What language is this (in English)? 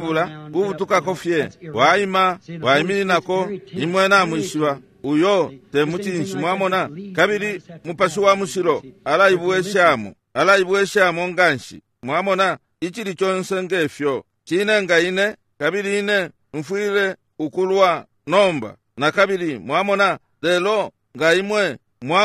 Bemba